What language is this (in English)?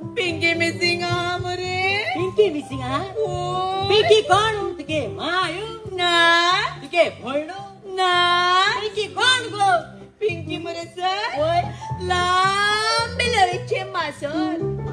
Konkani